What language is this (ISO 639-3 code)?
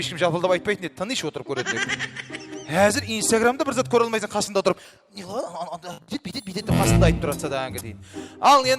kaa